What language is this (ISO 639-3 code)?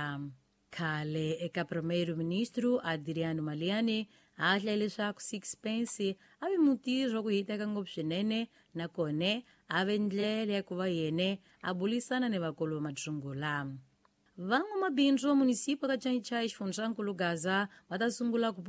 tso